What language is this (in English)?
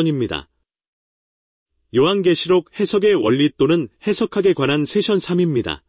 Korean